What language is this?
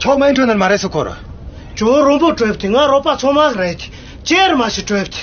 Tibetan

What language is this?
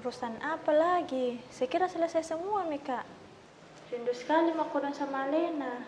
Makassar Malay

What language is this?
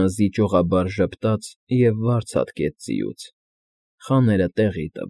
Armenian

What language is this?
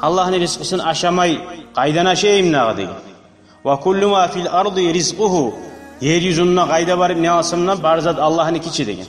Kumyk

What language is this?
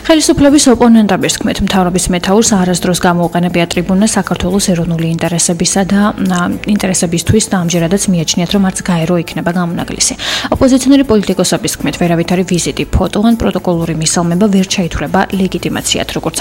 Georgian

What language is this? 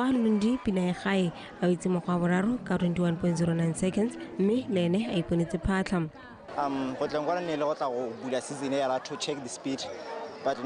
Tswana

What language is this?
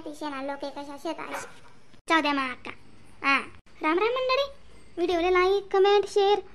Khandesi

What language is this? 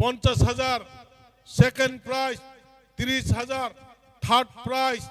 Kok Borok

